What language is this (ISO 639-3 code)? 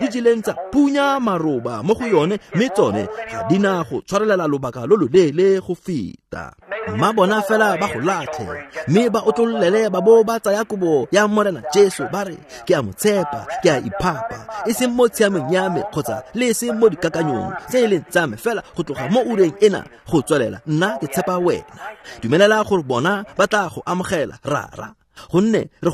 tsn